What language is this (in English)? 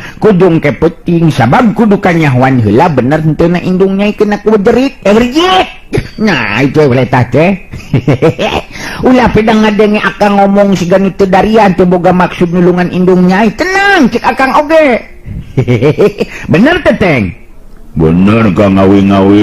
Sundanese